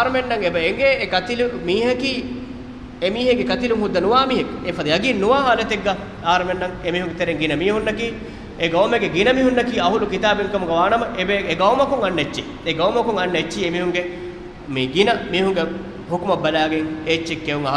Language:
Divehi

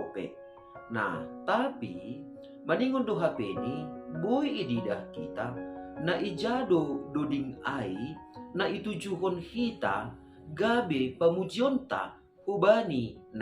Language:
Batak Simalungun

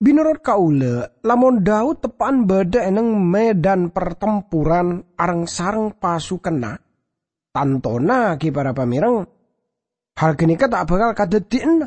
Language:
Madurese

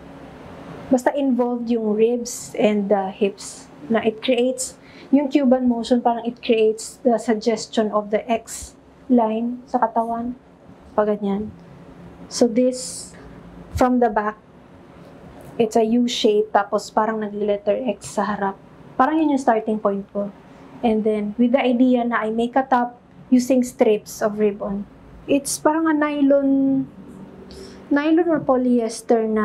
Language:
Filipino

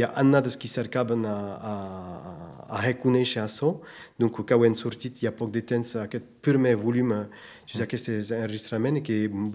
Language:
Occitan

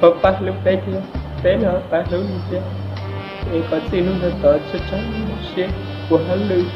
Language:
Hmong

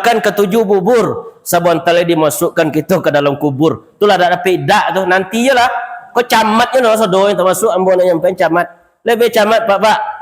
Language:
Minangkabau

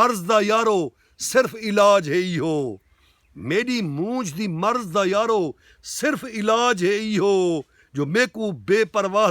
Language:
Saraiki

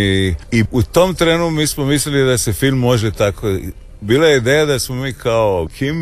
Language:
Croatian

